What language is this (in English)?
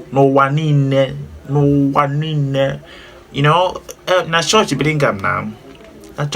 Igbo